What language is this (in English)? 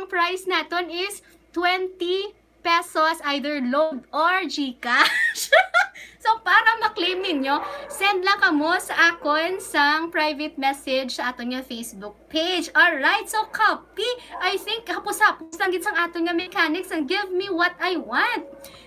Hiligaynon